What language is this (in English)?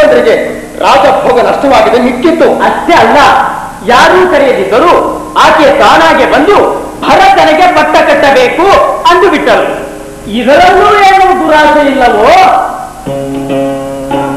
Kannada